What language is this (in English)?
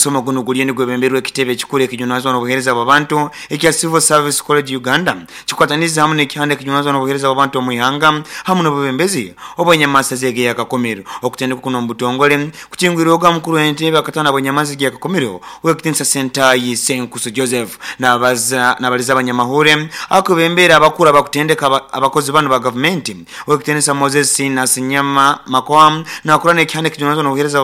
Nyankole